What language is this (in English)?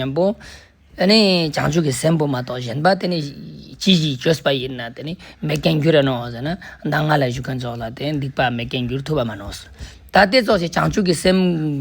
Ladakhi